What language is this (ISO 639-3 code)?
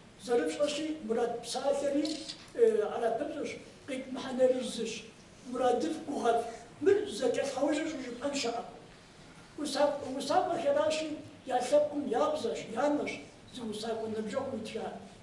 kbd